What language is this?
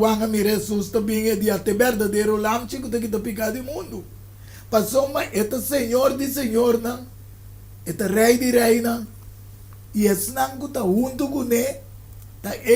Papiamento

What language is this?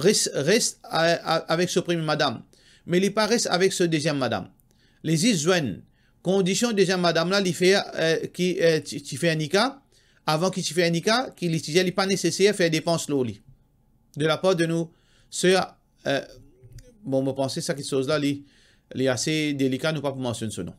Morisyen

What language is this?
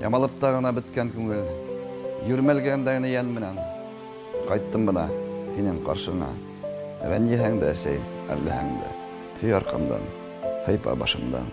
Bashkir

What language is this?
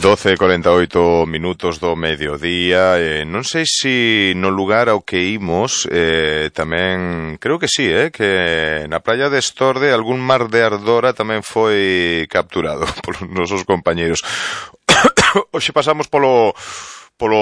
Galician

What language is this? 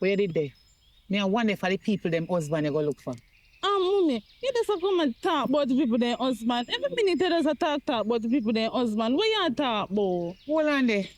Jamaican Creole English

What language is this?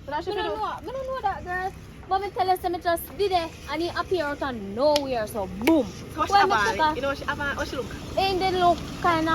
Jamaican Creole English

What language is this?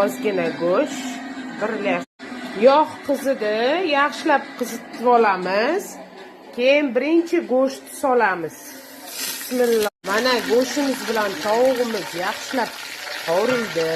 Uzbek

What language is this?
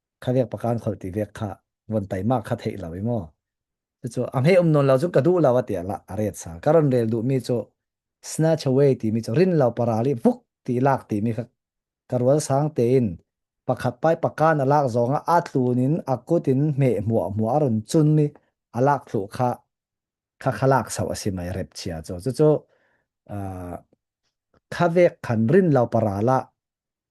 Falam Chin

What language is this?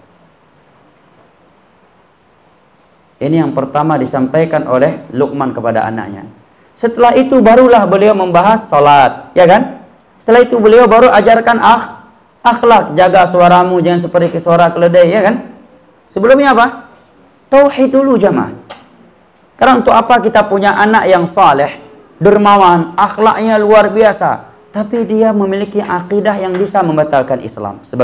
Indonesian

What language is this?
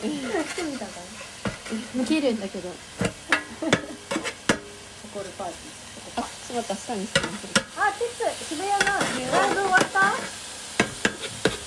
Japanese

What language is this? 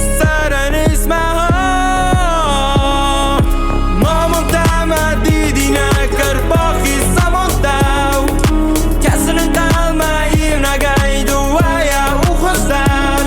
Ossetic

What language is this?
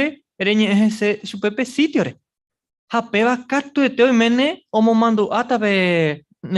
Guarani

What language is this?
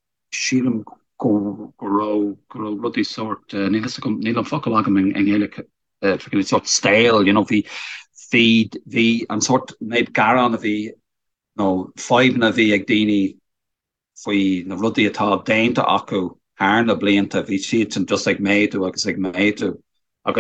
Irish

